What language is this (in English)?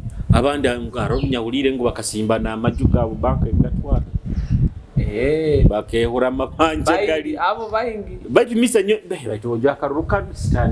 Nyoro